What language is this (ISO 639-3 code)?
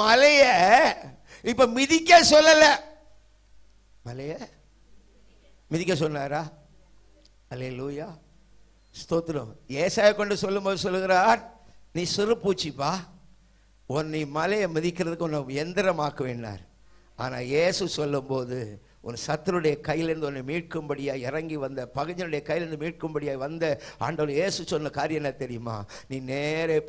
tam